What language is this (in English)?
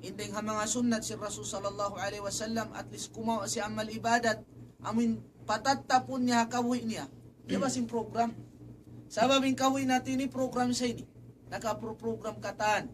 Tausug